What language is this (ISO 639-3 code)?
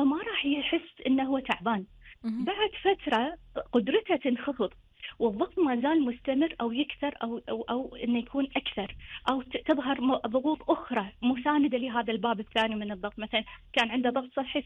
afb